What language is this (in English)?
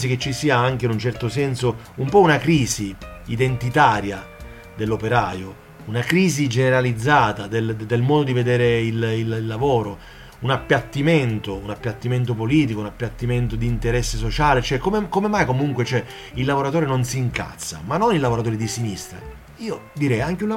Italian